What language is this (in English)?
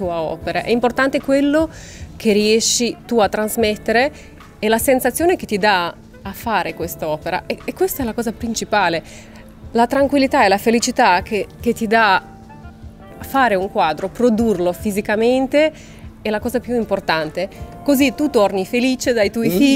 Italian